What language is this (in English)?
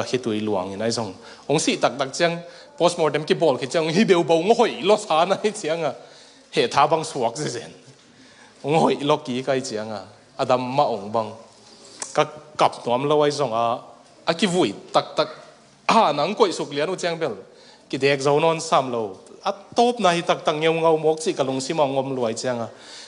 Tedim Chin